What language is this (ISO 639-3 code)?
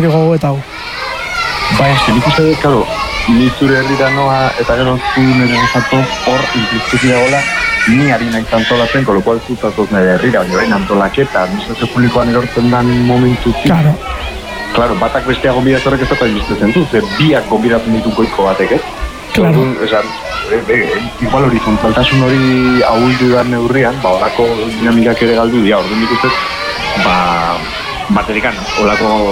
eus